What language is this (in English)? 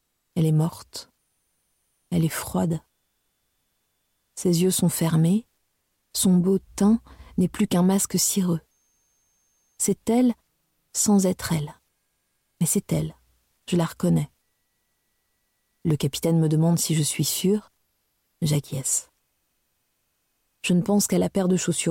French